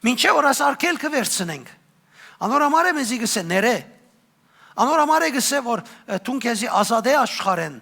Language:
Western Armenian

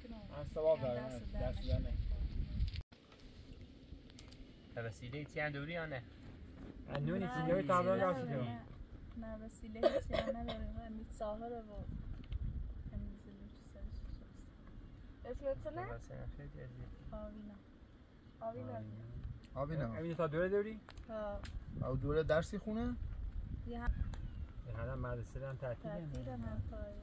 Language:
Persian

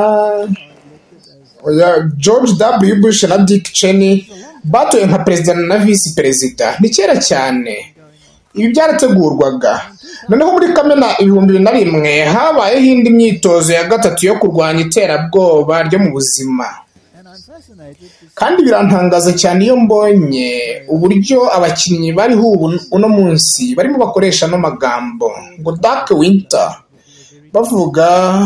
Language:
Kinyarwanda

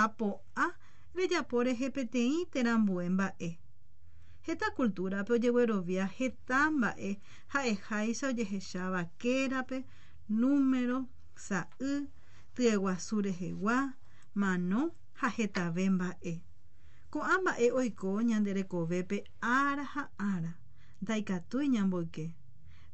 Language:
Guarani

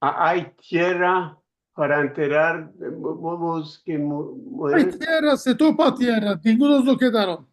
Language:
Ladino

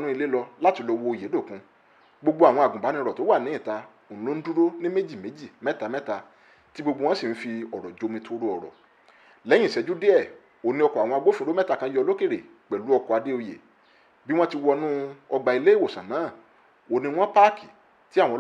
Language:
Yoruba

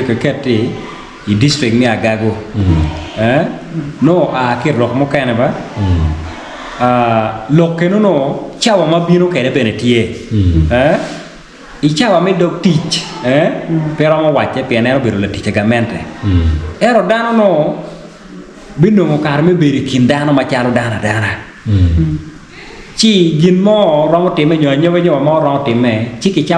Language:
Acoli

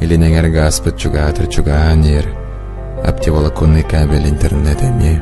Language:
Yakut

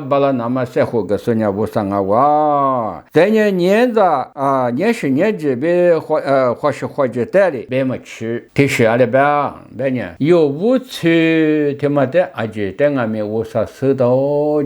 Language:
Lisu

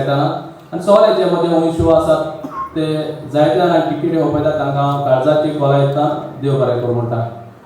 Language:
Konkani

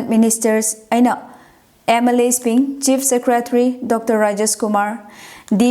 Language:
Tangkhul Naga (India)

